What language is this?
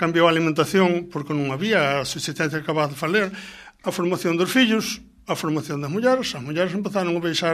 Galician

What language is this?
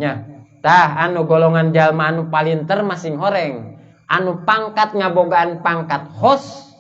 Sundanese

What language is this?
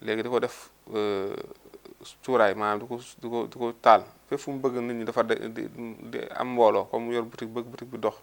Wolof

